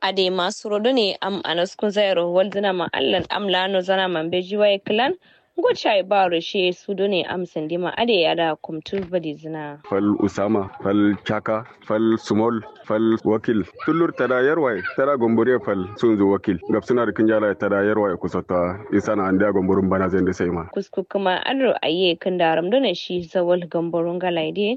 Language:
Kanuri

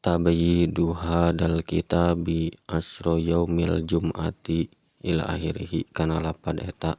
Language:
Sundanese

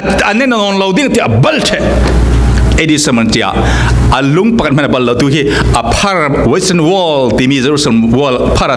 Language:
Falam Chin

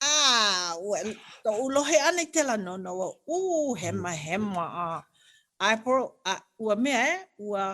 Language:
Hawaiian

